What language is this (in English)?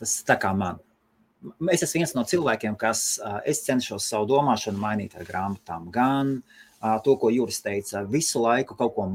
Latvian